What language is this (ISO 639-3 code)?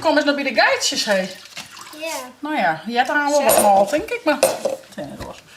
fry